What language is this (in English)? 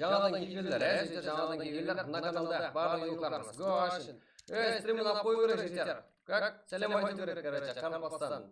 Kara-Kalpak